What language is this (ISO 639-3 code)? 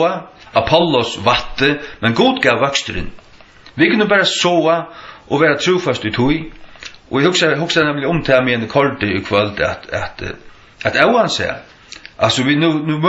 fao